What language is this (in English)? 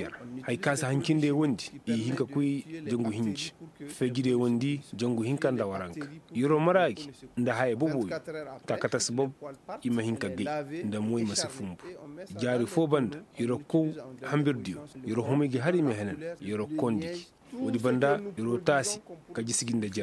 Koyraboro Senni